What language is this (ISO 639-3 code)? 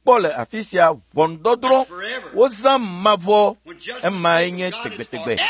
ewe